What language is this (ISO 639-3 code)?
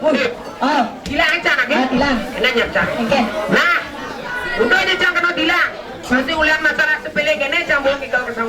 ban